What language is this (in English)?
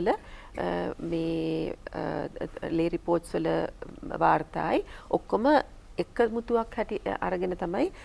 Sinhala